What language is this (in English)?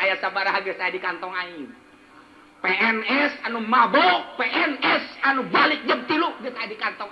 Sundanese